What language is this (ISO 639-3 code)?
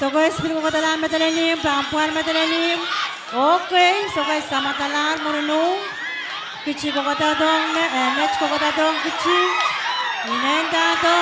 pon